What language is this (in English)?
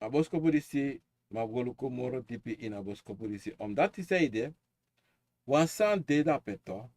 Sranan Tongo